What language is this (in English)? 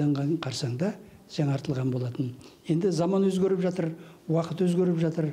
Kazakh